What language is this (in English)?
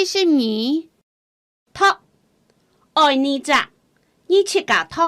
Hakka Chinese